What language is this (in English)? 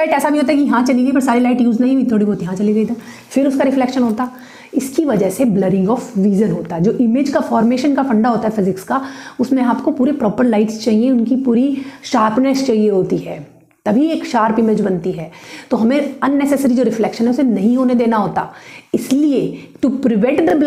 Hindi